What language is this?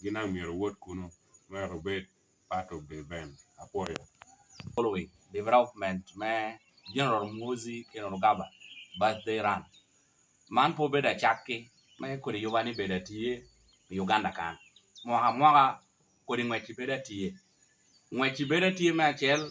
Lango (Uganda)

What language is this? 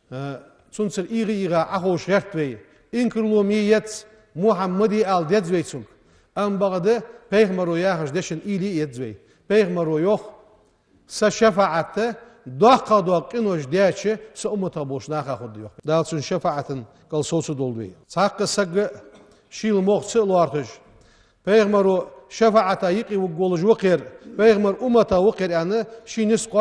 Ingush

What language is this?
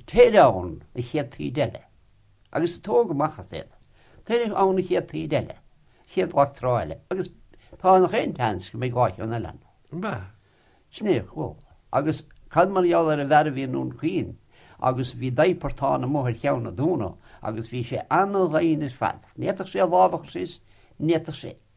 Irish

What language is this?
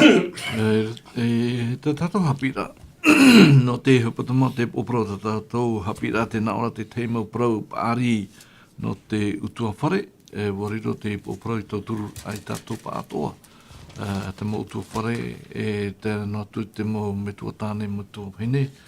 Tahitian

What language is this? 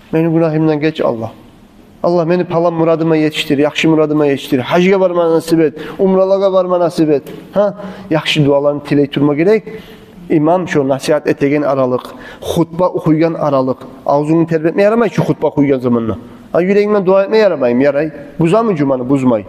Kumyk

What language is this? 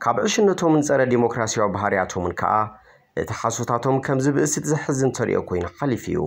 Tigrinya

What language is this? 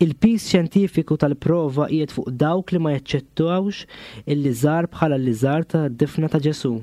Maltese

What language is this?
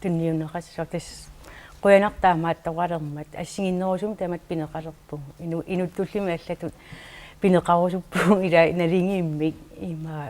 Kalaallisut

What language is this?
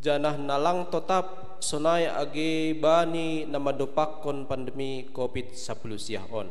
Batak Simalungun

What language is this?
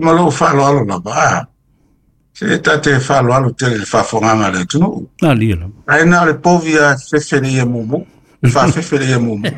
Samoan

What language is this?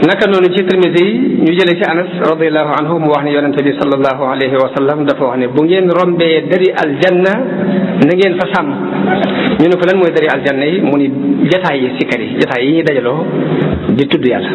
Wolof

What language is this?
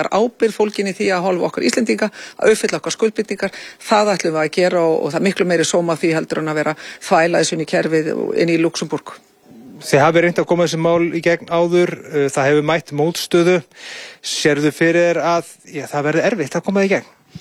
Icelandic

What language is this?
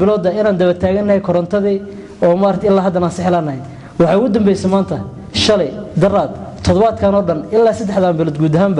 Somali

